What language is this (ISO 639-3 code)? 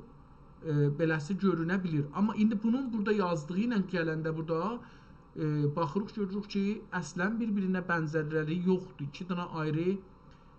azb